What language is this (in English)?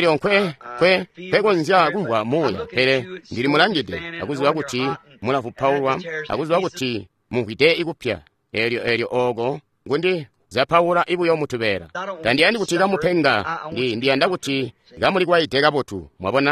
Tonga (Zambia)